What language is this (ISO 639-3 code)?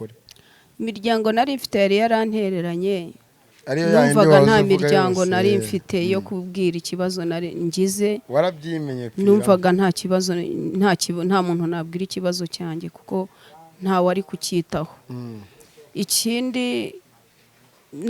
kin